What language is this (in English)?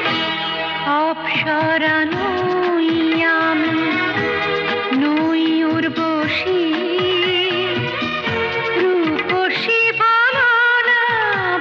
Bangla